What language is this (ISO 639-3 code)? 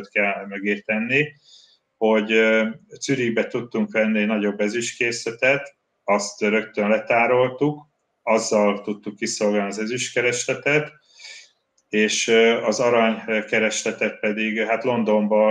hun